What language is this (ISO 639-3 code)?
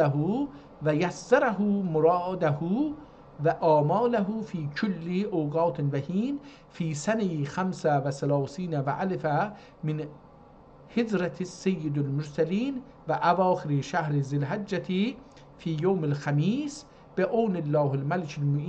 azb